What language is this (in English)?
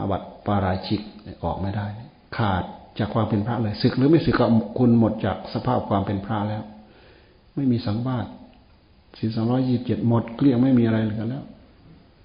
Thai